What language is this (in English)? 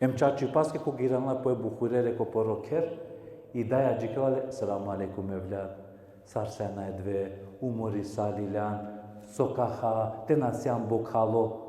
Balkan Romani